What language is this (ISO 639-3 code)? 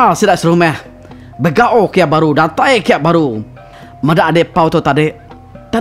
iba